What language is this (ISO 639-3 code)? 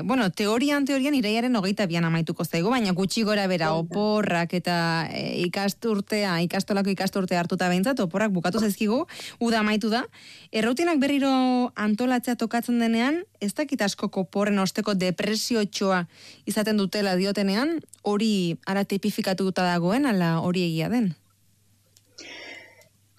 eus